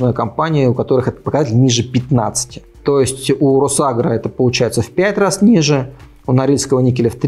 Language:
Russian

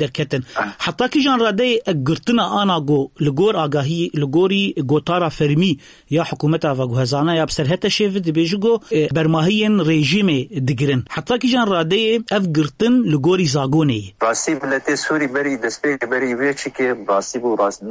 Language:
Kurdish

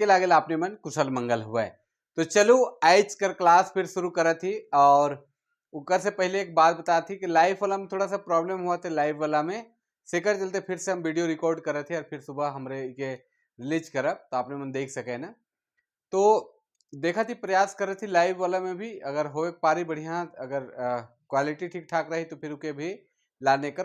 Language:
Sadri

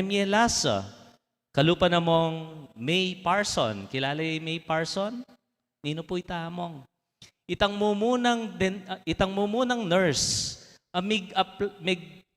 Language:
Pampanga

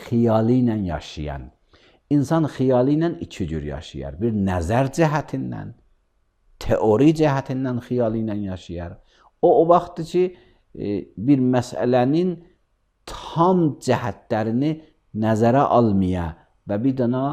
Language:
Azerbaijani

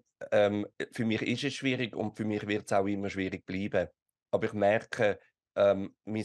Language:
Swiss German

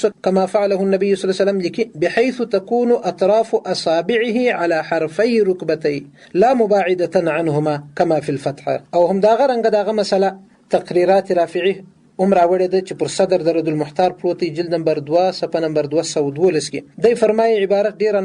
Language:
Pashto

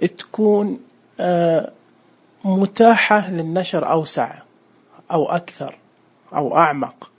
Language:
Najdi Arabic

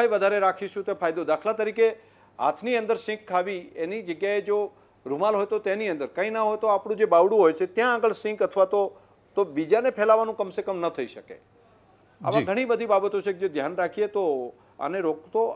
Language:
Gujarati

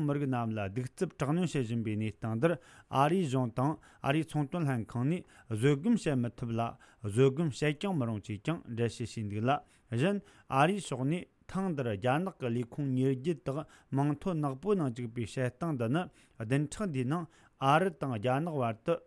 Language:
Tibetan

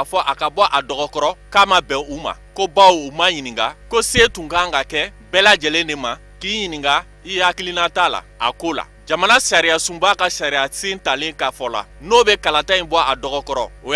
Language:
Bambara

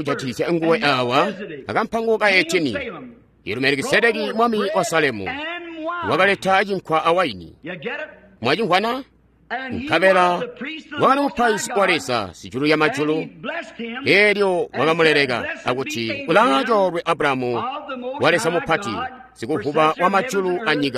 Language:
Tonga (Zambia)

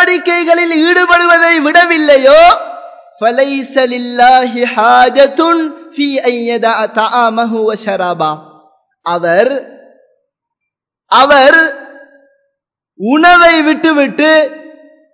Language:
Tamil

